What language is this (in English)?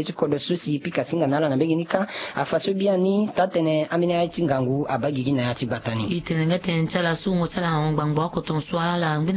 Sango